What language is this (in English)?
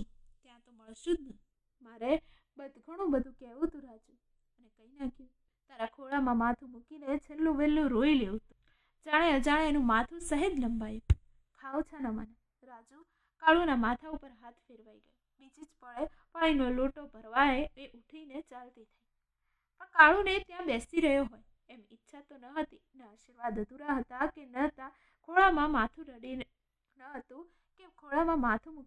Gujarati